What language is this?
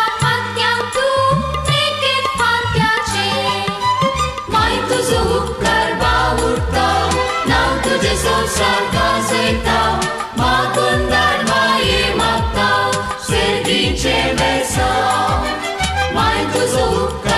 Konkani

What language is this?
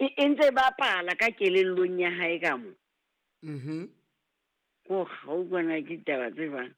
Southern Sotho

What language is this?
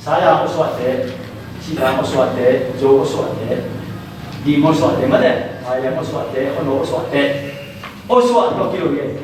Tedim Chin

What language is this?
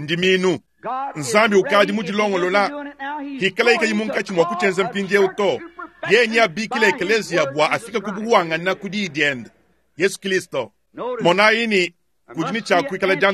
Luba-Lulua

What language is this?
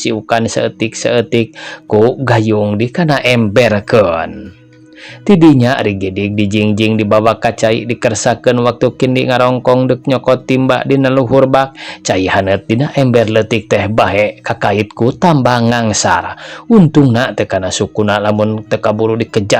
Sundanese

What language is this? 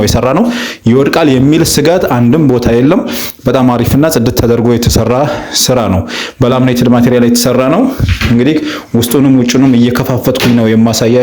Amharic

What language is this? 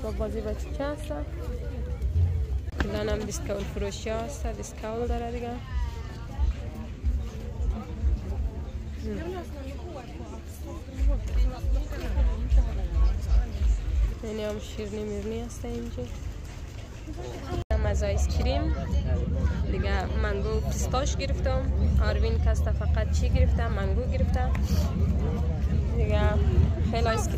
Persian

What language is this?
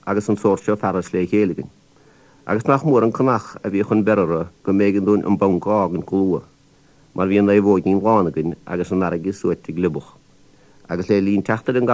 Irish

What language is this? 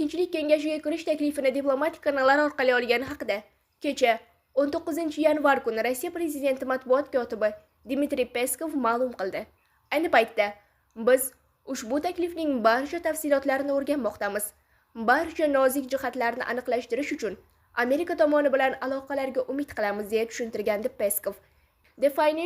Uzbek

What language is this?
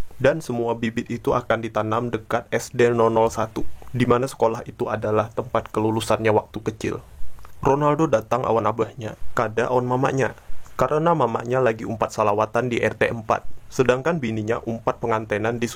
Banjar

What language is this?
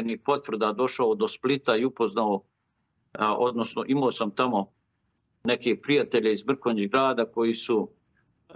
Bosnian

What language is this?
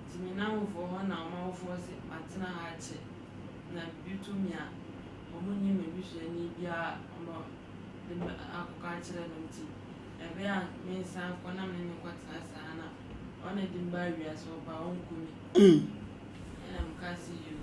Akan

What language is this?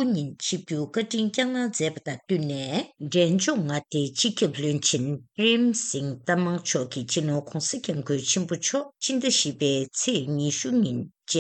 Tibetan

